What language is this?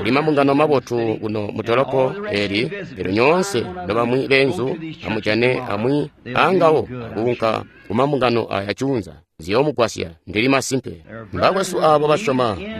Tonga (Zambia)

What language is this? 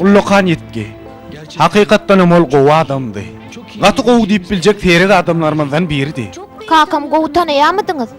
Turkmen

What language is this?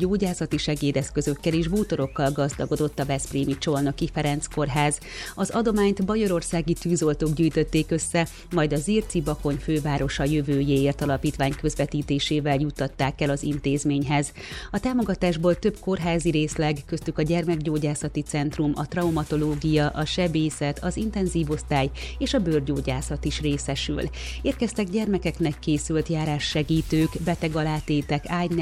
Hungarian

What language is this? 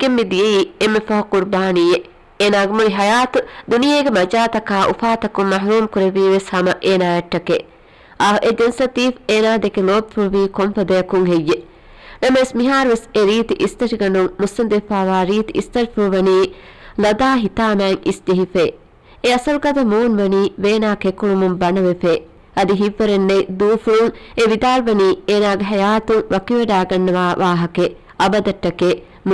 Divehi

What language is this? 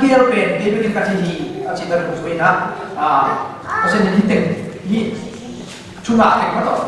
Tedim Chin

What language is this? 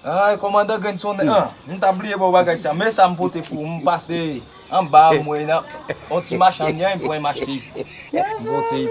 Haitian Creole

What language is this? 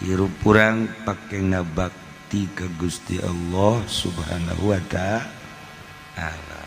Sundanese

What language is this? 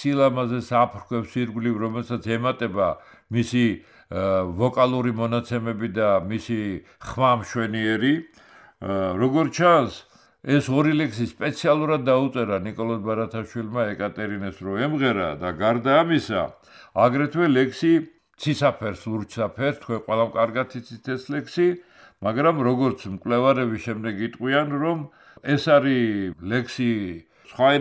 Georgian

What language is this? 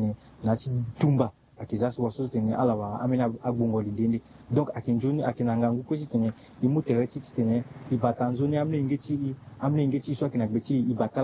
Sango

